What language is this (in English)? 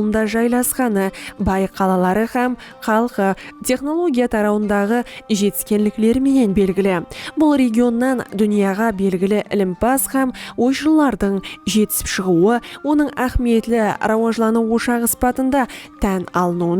Kara-Kalpak